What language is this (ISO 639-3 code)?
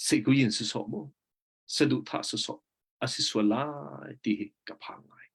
cnh